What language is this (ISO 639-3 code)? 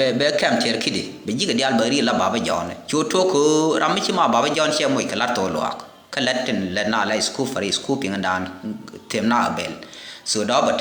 nus